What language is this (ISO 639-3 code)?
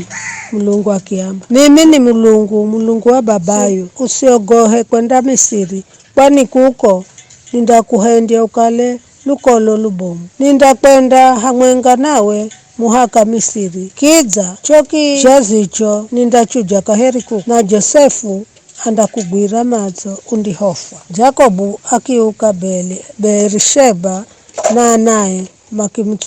nyf